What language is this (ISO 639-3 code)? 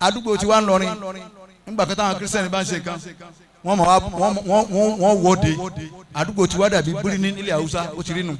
yor